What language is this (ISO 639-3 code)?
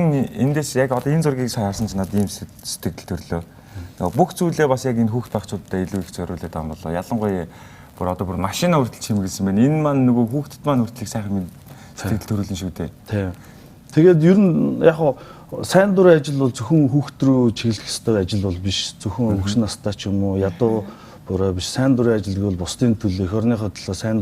mon